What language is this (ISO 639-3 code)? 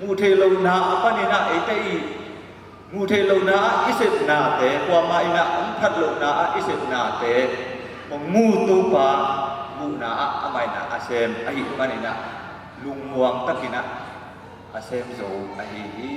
ctd